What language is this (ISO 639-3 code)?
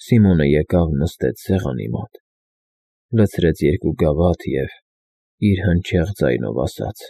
hye